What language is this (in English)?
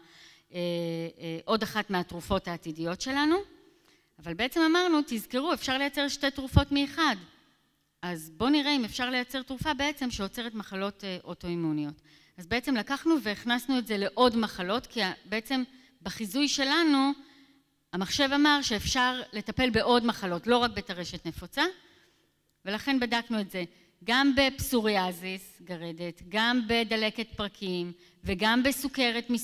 Hebrew